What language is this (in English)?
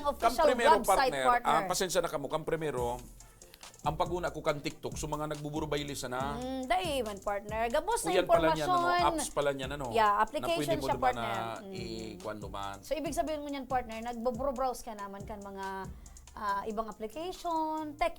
Bikol